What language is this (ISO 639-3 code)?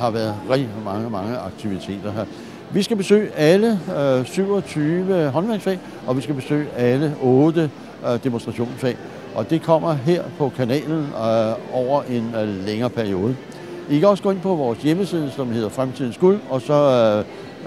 dan